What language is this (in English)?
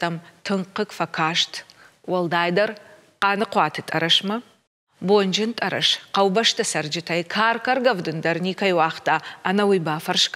Ossetic